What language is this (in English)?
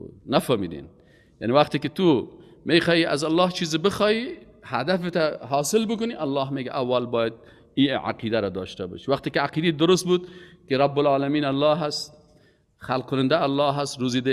Persian